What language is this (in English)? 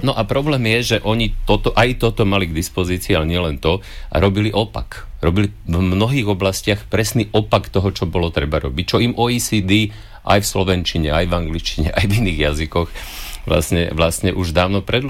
Slovak